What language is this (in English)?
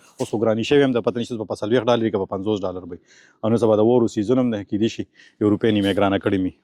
Pashto